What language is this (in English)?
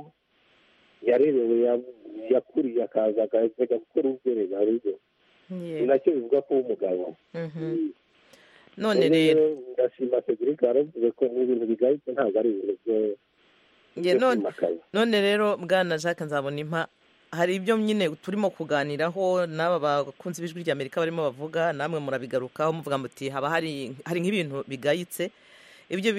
Kinyarwanda